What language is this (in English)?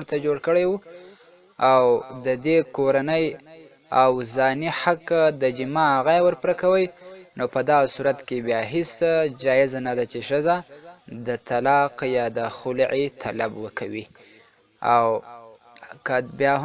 Pashto